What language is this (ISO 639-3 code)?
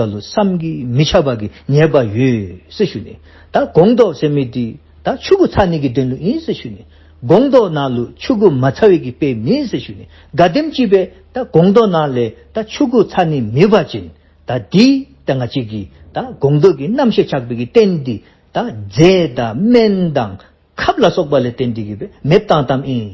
dzo